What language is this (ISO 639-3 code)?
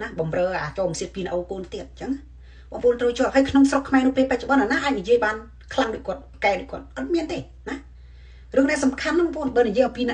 khm